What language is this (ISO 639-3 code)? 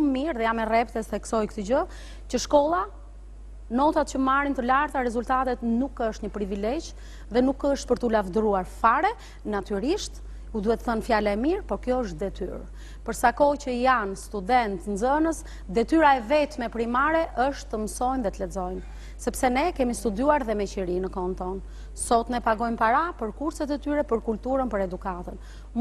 sqi